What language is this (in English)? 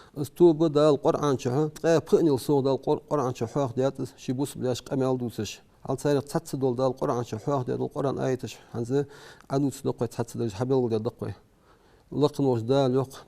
Ingush